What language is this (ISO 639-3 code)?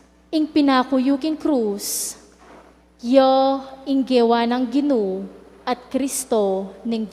pam